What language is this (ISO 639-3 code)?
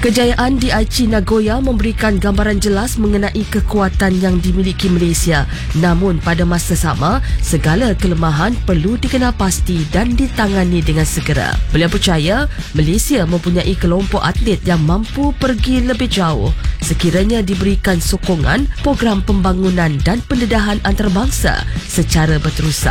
msa